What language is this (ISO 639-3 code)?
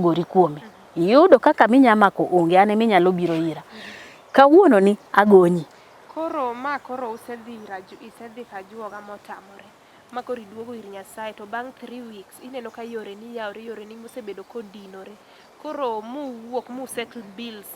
luo